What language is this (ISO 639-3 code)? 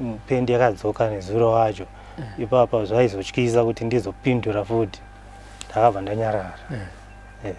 sna